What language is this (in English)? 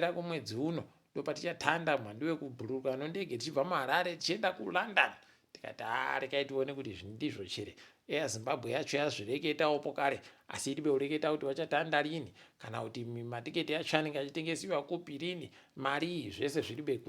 Ndau